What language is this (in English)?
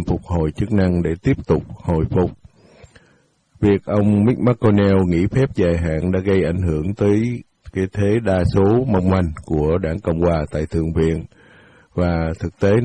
Vietnamese